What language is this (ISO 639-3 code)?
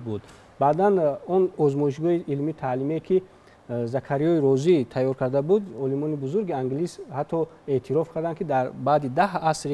tgk